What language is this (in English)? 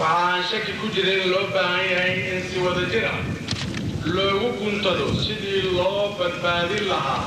Somali